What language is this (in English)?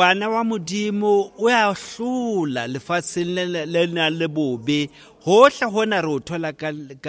Southern Sotho